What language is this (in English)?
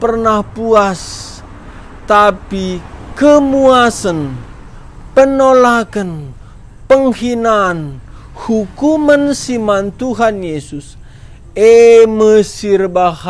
Batak Karo